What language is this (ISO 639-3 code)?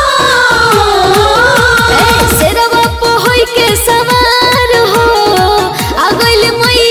bho